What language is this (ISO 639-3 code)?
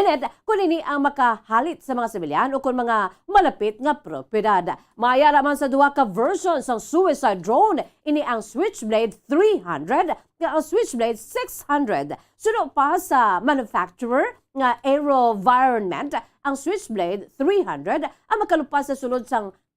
hil